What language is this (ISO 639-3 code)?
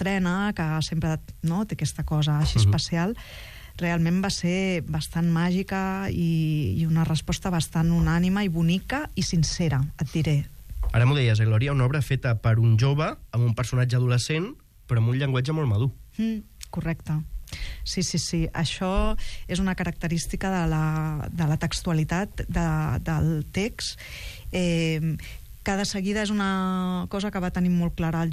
cat